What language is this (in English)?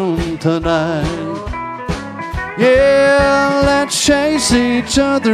English